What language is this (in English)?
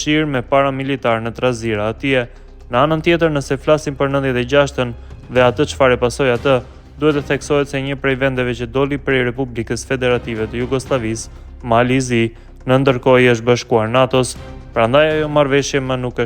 Albanian